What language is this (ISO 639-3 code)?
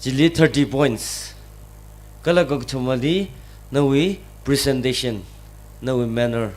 nmf